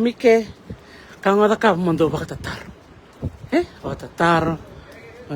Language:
Fijian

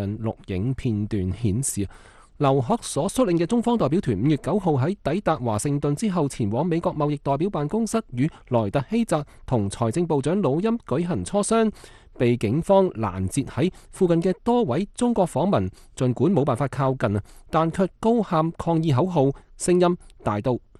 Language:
Cantonese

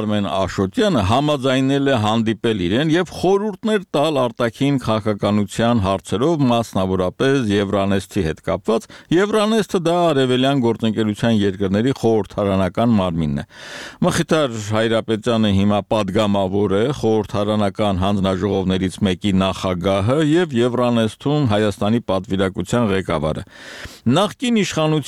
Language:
Armenian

